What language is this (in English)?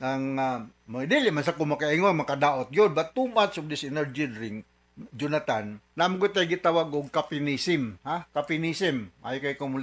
Cebuano